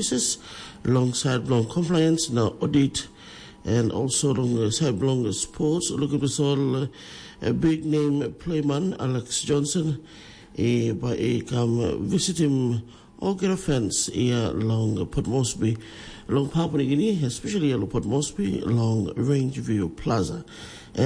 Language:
Tok Pisin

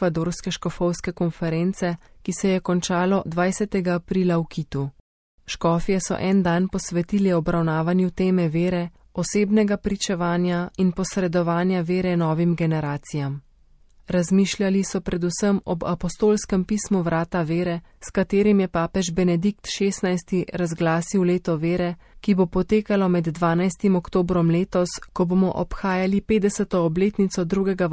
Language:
Slovenian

